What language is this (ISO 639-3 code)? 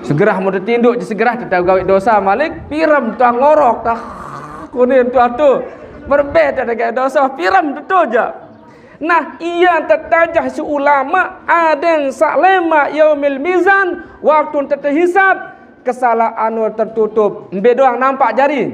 sas